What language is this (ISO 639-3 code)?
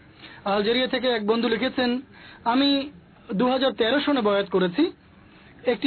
ben